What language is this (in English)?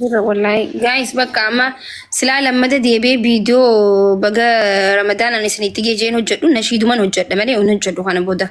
Oromo